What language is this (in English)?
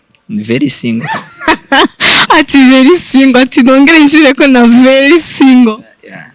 Rundi